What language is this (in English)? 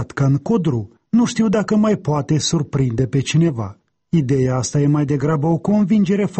Romanian